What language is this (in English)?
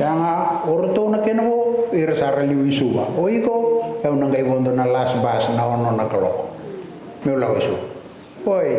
Fijian